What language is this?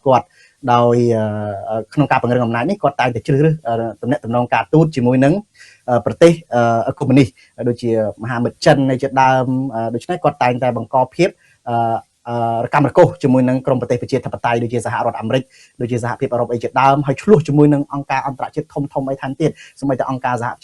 Khmer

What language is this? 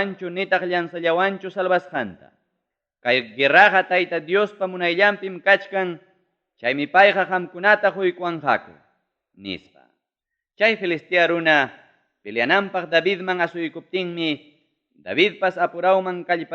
Ayacucho Quechua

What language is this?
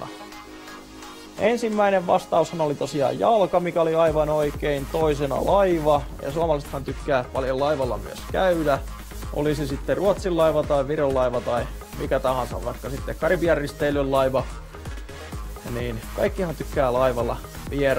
Finnish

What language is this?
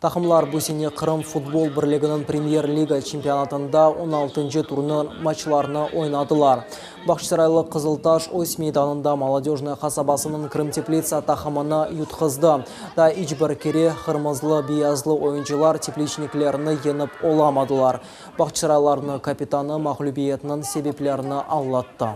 Crimean Tatar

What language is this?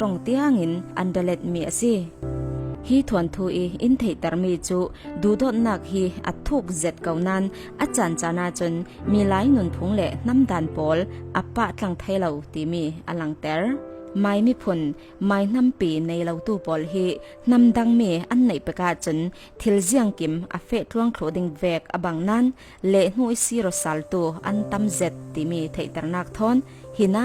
Falam Chin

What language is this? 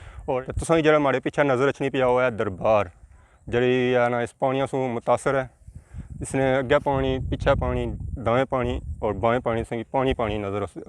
Pahari-Potwari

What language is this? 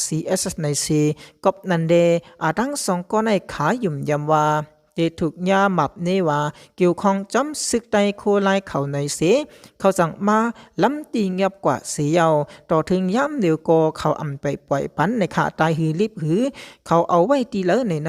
Shan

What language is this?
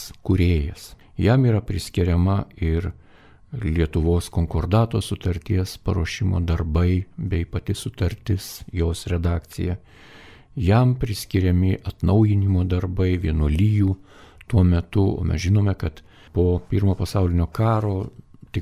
Lithuanian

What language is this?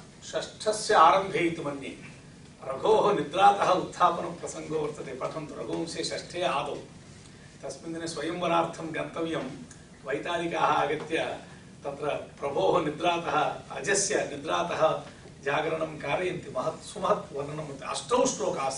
Sanskrit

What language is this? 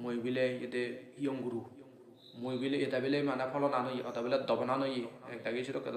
Assamese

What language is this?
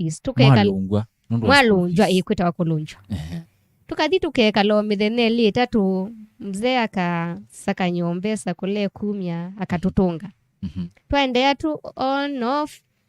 Kamba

